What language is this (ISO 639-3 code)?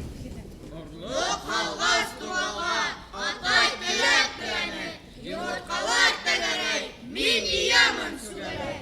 bak